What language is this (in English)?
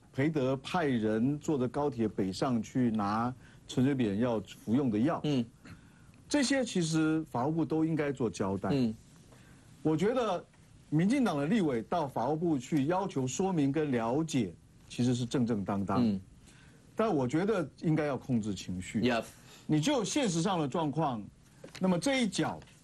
Chinese